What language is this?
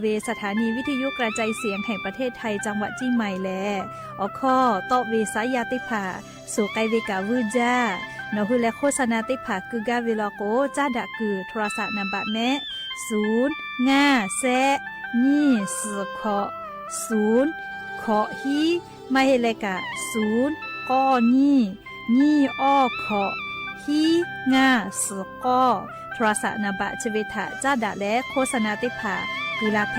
Lahu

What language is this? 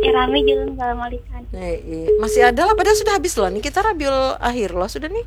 Banjar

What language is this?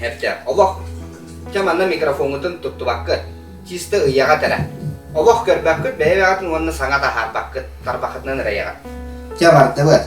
Yakut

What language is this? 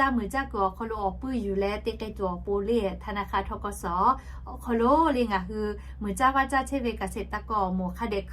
Lahu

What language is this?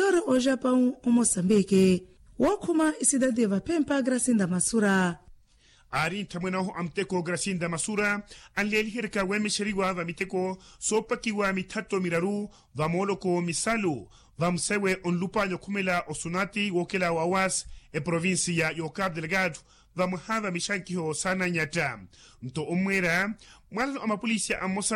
Makhuwa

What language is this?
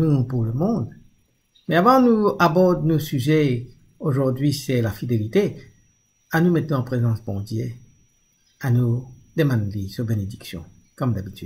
Morisyen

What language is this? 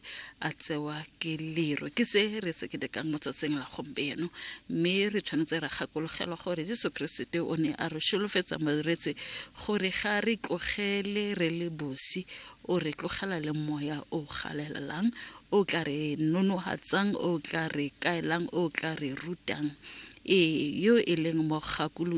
Tswana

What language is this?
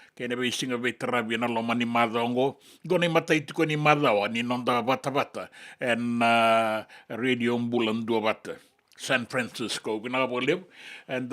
Fijian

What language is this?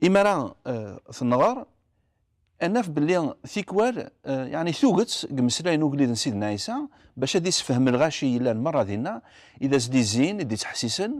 Kabyle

